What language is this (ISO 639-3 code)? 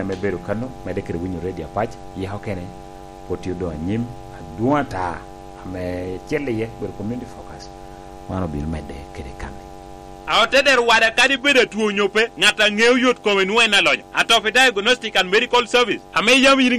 laj